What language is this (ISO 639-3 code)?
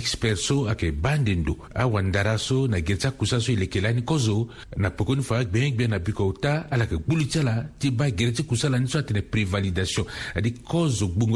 sag